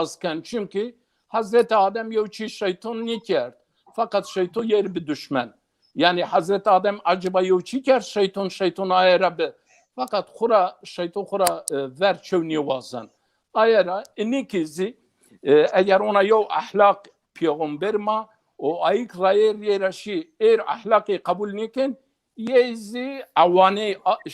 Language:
Zaza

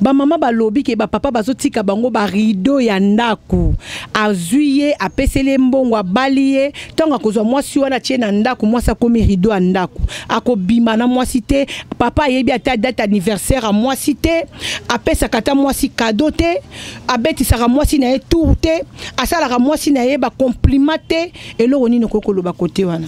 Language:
Lingala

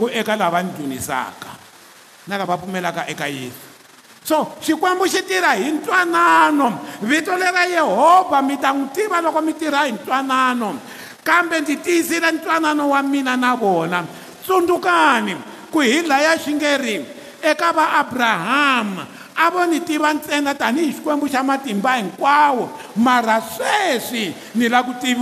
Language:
Tsonga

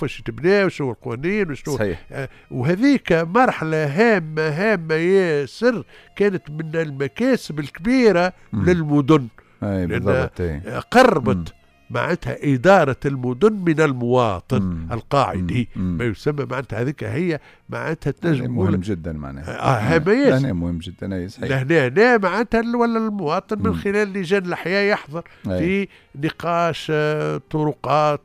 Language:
Tunisian Arabic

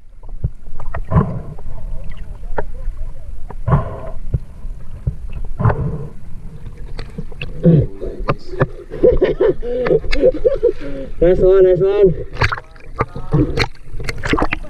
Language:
Filipino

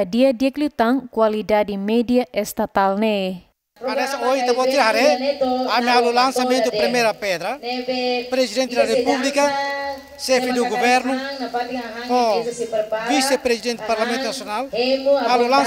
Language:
Tetum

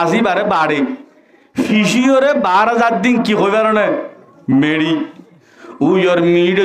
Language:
Rohingya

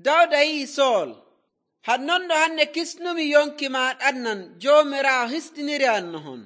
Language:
Nigerian Fulfulde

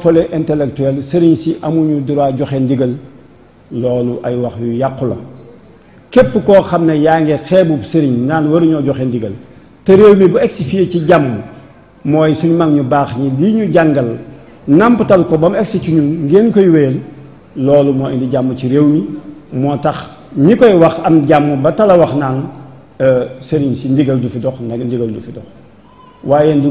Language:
Wolof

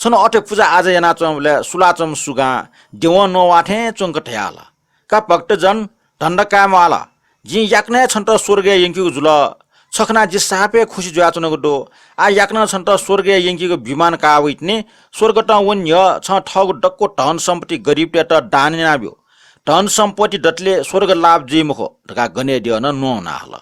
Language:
Newari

